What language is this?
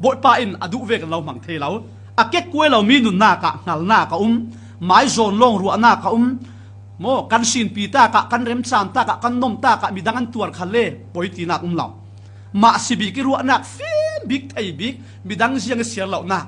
Falam Chin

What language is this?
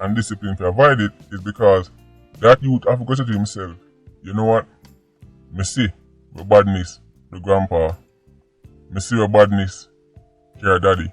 Jamaican Creole English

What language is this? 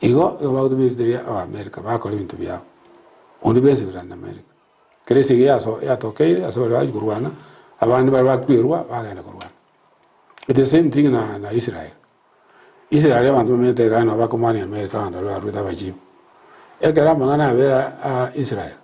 Gusii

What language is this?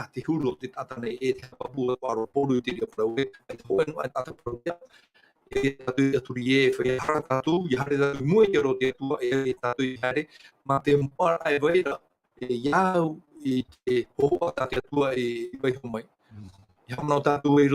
Tahitian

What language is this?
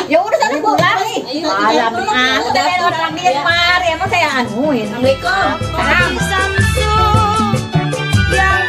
Betawi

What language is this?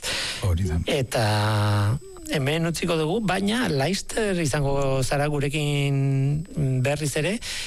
Basque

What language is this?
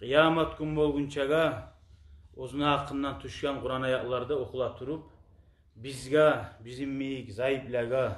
Kumyk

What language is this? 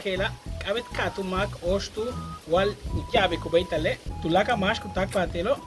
Yucateco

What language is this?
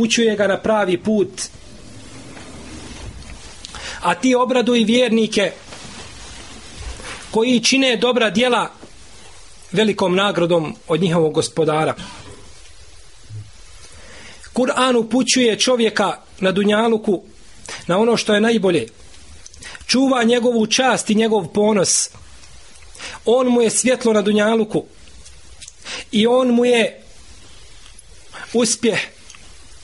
Bosnian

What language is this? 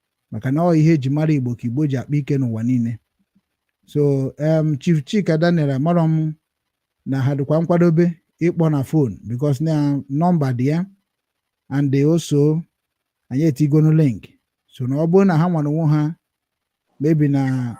Igbo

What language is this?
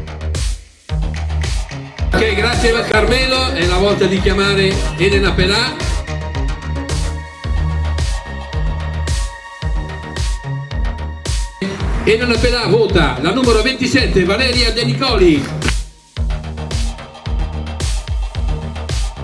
Italian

